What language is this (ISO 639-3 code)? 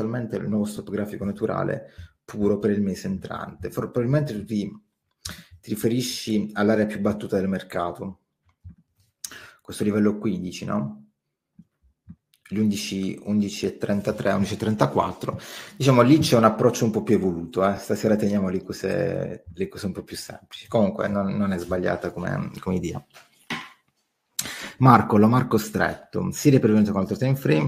ita